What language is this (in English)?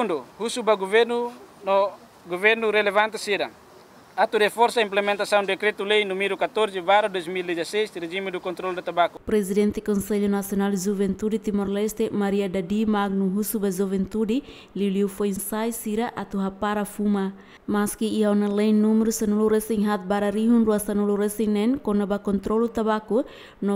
Tetum